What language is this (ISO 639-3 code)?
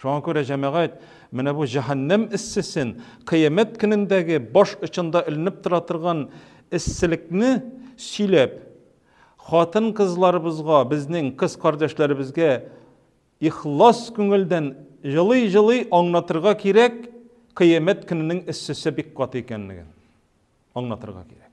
tat